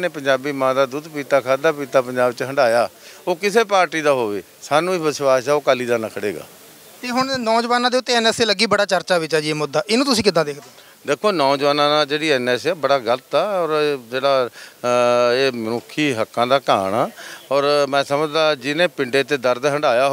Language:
Punjabi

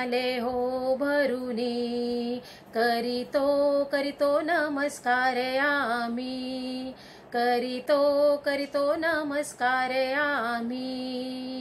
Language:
Marathi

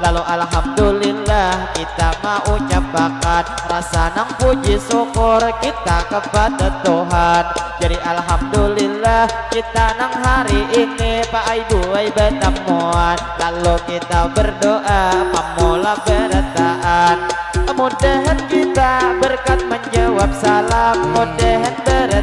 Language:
Banjar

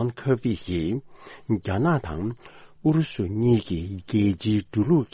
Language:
Tibetan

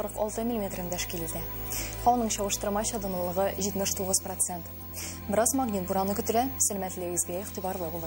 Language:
Tatar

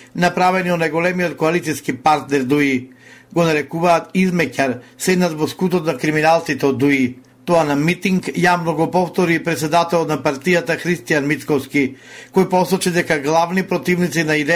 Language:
Macedonian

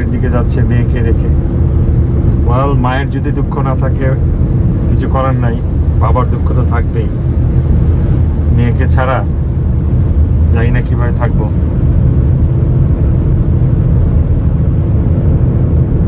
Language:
Bangla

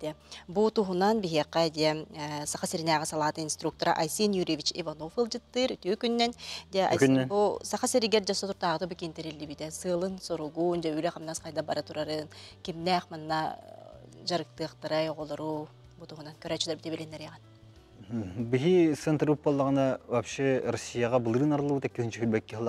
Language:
Yakut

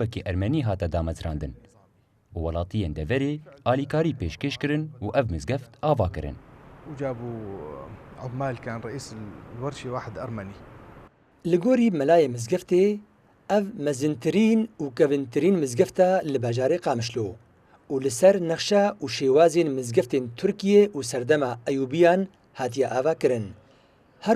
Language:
Kurdish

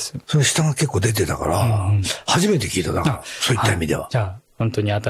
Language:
Japanese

